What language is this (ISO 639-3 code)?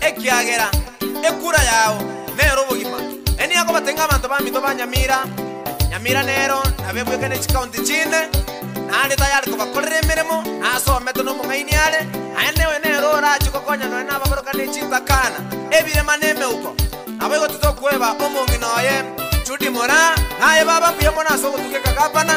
guz